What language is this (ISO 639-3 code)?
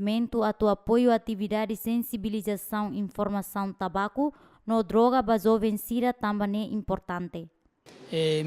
tet